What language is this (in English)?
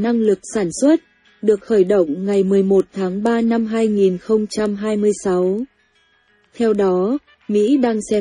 Vietnamese